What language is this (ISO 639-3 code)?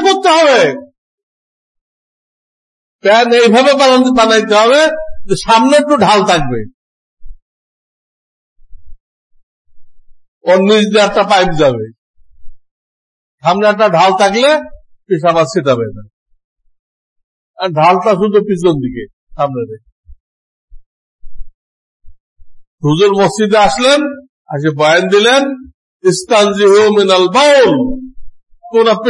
ben